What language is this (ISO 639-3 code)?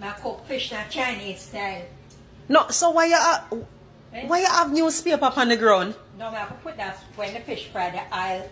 jam